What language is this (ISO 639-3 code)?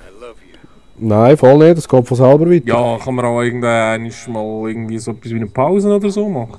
gsw